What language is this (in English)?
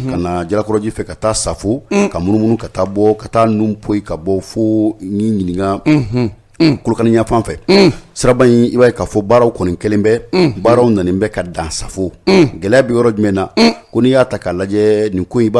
Bambara